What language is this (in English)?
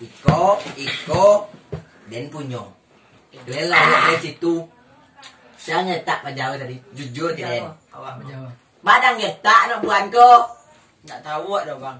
Minangkabau